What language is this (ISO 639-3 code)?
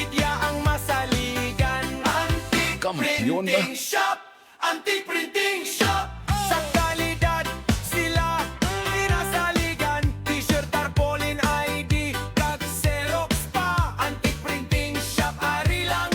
hil